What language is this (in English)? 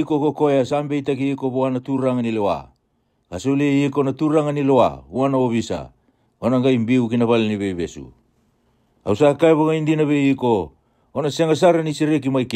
Fijian